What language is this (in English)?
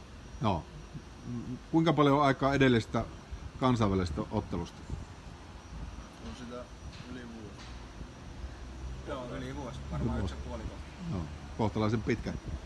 Finnish